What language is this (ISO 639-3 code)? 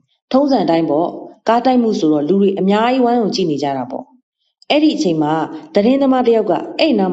mya